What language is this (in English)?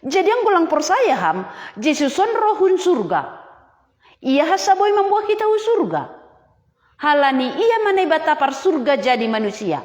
Batak Simalungun